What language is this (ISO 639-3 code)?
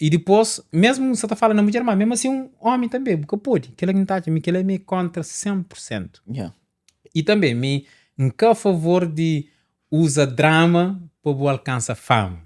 kea